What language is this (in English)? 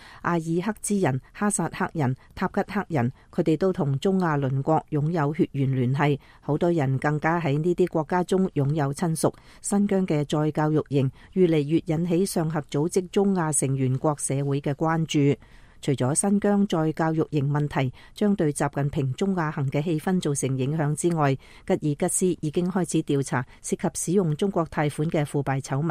Cantonese